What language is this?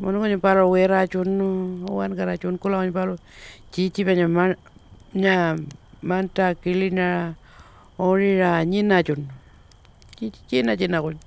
Pitjantjatjara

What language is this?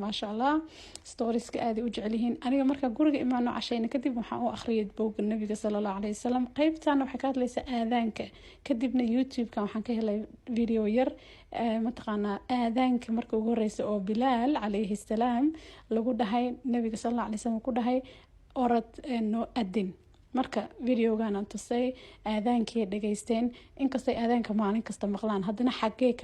Somali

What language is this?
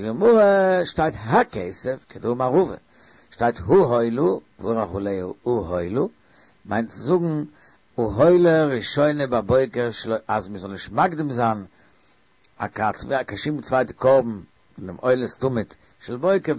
Yiddish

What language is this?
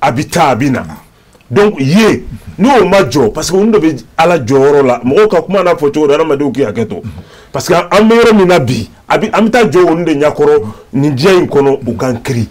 Bambara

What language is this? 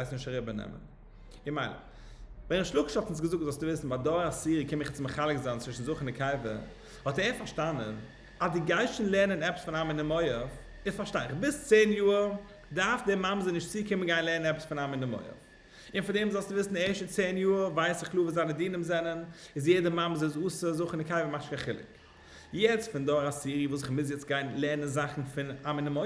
Yiddish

